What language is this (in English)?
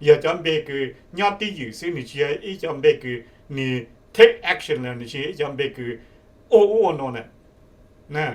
Hmong